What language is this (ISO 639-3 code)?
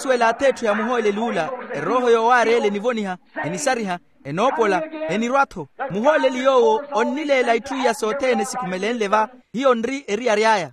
vmw